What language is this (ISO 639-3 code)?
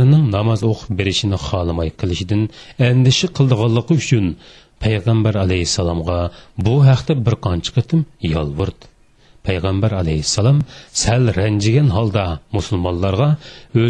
uig